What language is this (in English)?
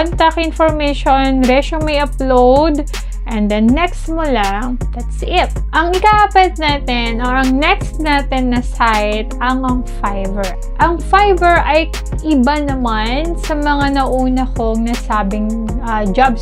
Filipino